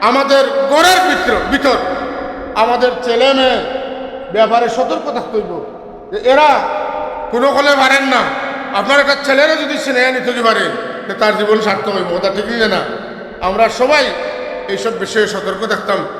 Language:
Sylheti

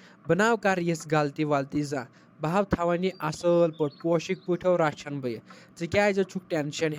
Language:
Kashmiri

